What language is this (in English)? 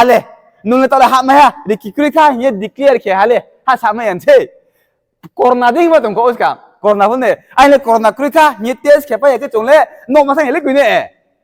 Riang (India)